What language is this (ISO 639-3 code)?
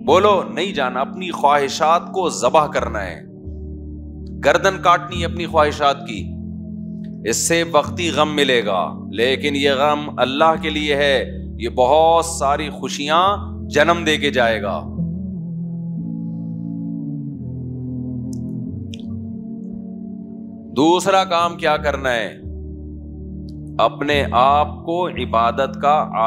urd